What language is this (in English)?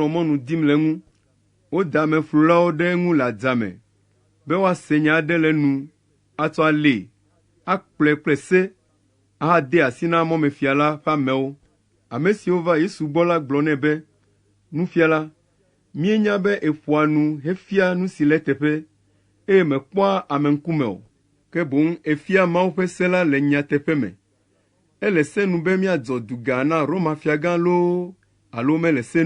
Ewe